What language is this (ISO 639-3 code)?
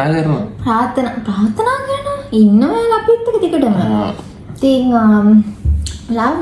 sin